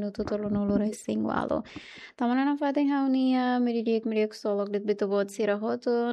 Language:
Tetum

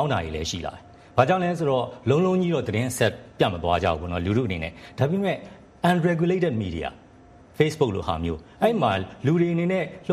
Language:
Burmese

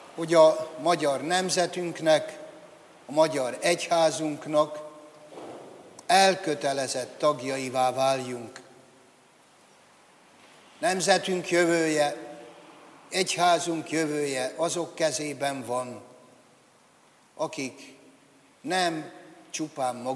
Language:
Hungarian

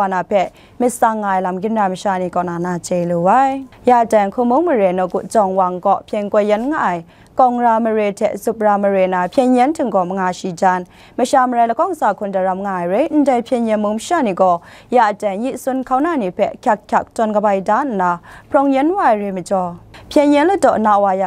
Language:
Kachin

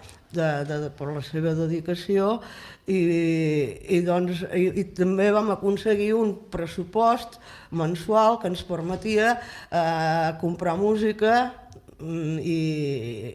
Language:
Catalan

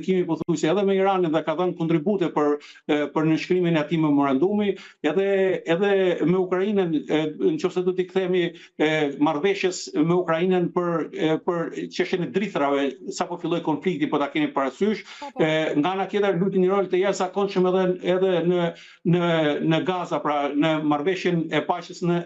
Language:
Albanian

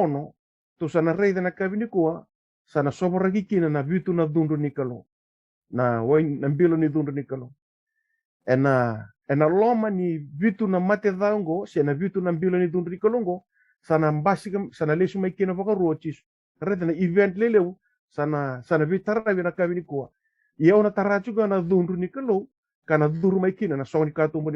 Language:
Fijian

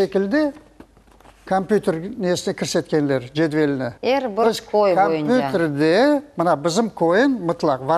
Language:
Crimean Tatar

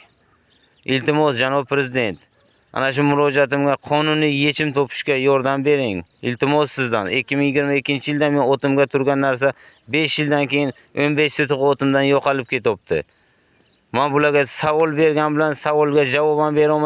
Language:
Uzbek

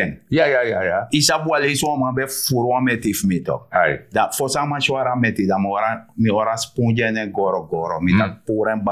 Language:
Sranan Tongo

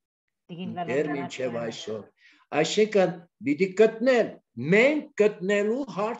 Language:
Armenian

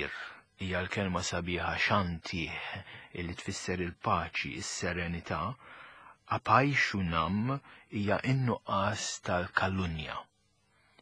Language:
Maltese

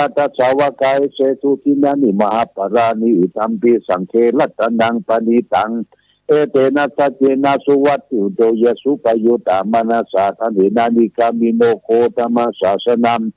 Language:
Pali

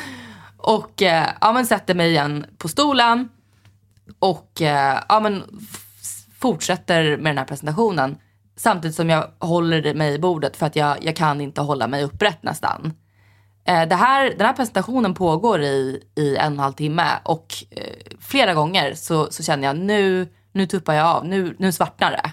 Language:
Swedish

